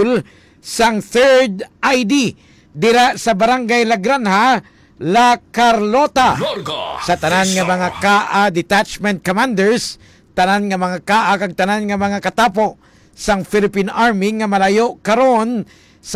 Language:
Hiligaynon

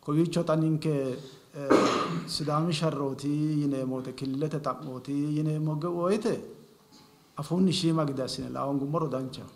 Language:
Sidamo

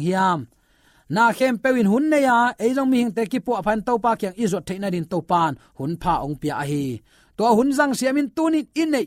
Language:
Tedim Chin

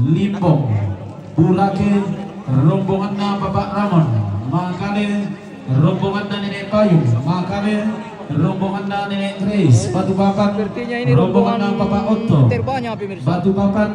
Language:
Toraja-Sa'dan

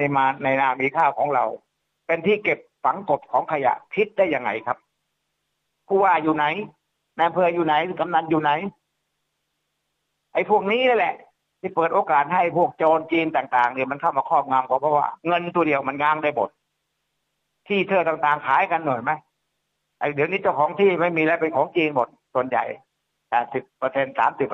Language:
Thai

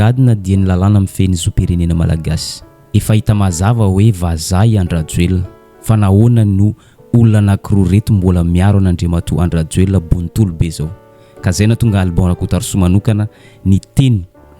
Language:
Malagasy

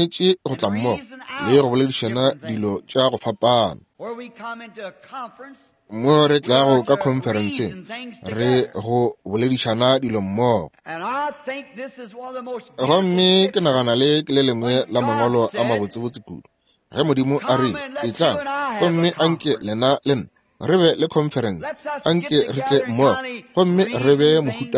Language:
Northern Sotho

